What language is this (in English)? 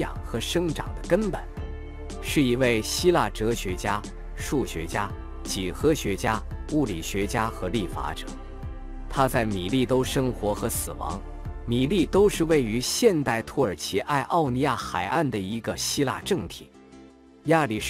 Chinese